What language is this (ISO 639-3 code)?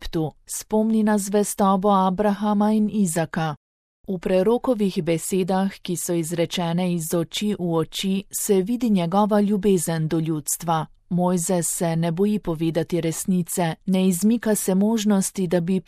slv